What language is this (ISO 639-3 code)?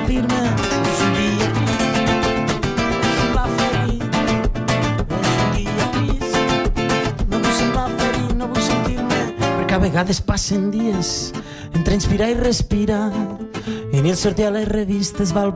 cat